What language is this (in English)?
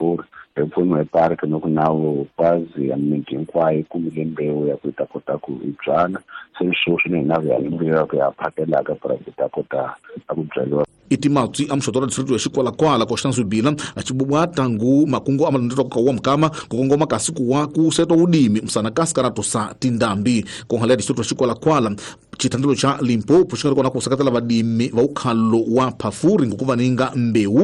Tsonga